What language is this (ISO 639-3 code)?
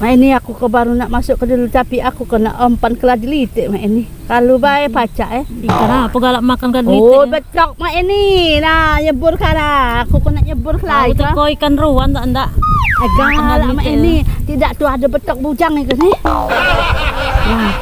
mui